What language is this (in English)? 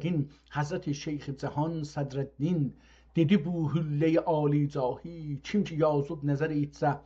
South Azerbaijani